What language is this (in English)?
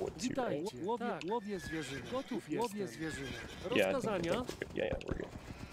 Polish